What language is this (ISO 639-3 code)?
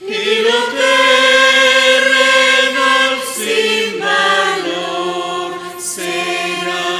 quh